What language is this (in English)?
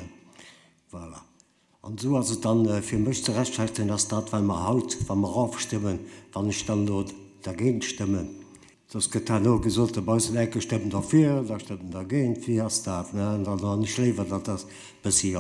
Luxembourgish